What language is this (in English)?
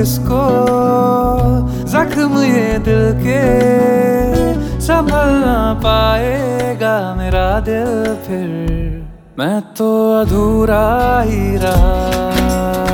Hindi